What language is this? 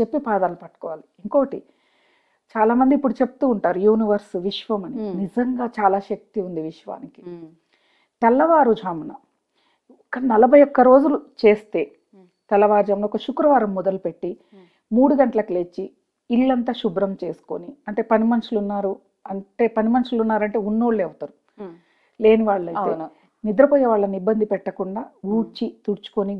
Telugu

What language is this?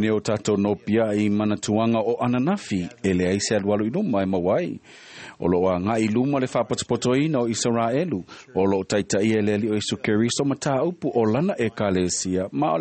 Samoan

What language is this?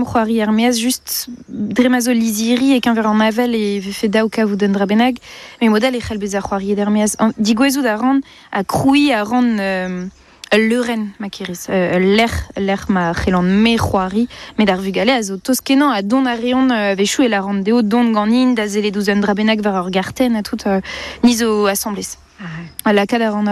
Breton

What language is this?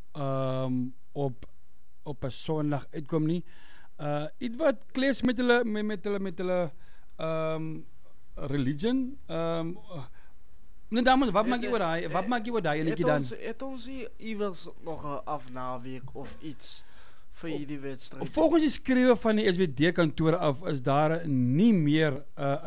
Afrikaans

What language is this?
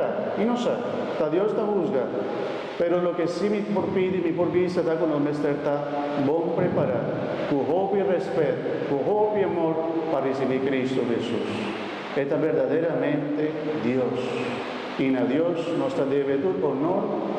Papiamento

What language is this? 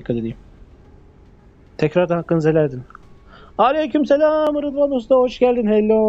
Turkish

